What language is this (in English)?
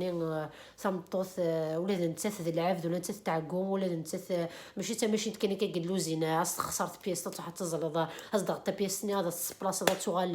Kabyle